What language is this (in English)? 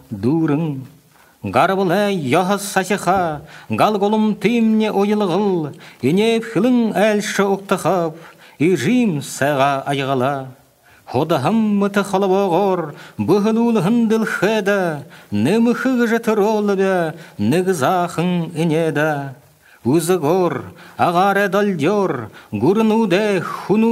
Buriat